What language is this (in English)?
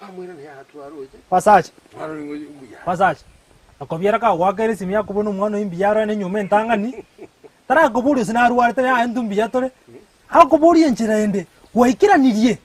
Gusii